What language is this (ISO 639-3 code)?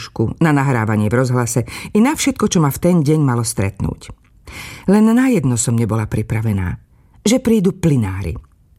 slk